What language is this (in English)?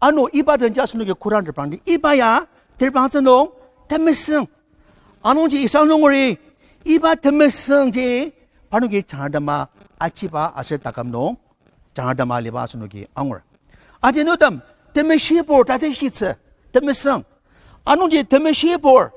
Ao Naga